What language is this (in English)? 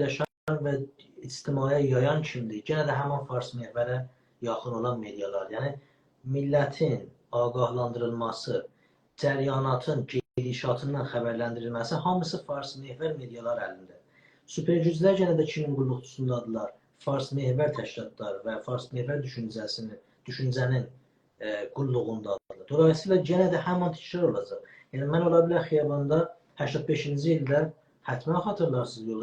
South Azerbaijani